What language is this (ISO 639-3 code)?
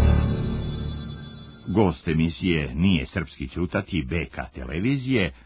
srp